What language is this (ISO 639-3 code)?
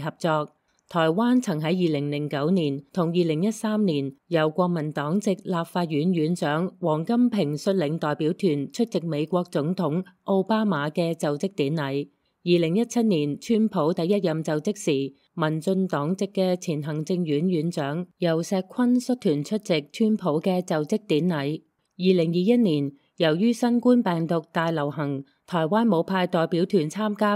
yue